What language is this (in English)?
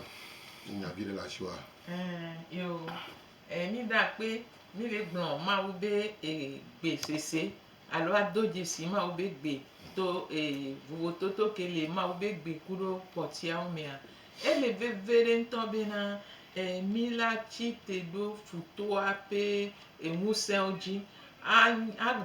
Gen